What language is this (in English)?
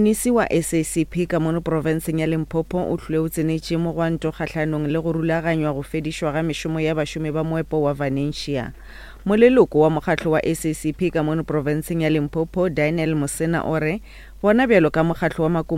Northern Sotho